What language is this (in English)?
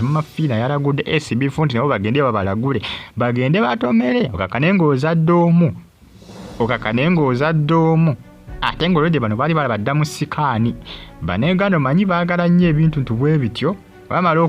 Ganda